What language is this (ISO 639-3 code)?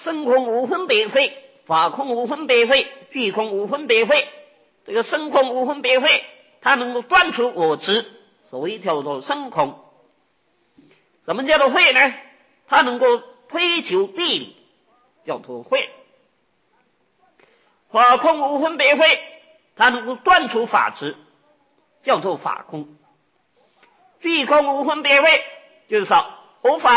zho